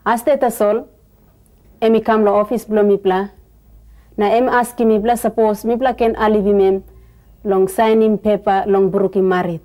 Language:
Tok Pisin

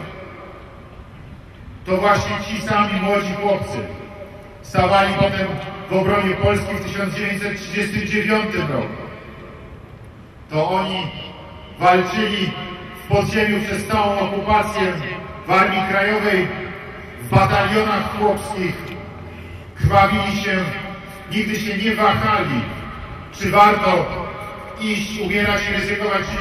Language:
Polish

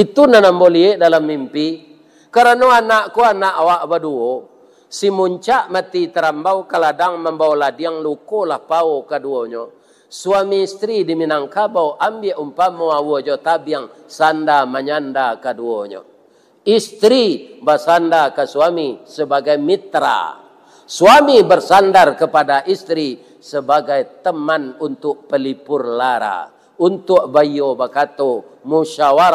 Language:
Minangkabau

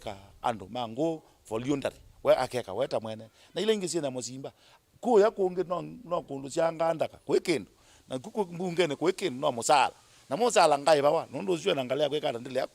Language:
Kamba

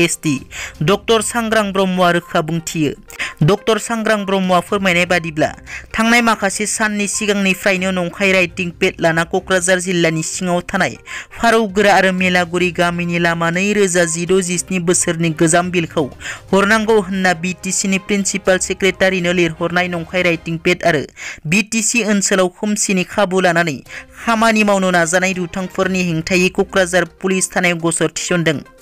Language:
Bodo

